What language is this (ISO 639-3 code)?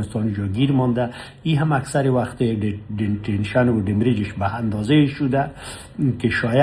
pus